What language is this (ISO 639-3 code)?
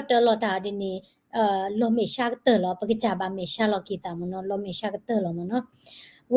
ksw